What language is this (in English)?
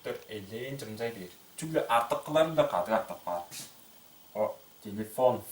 Tuvinian